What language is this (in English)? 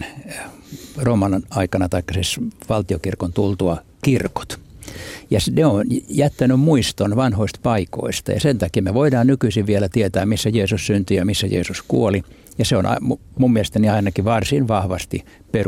Finnish